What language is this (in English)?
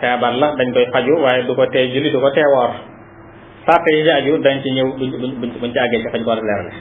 Wolof